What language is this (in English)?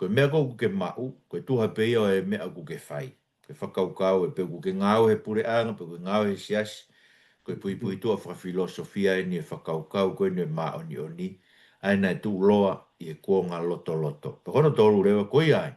Tongan